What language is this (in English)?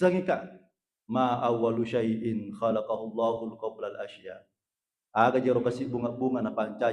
Buginese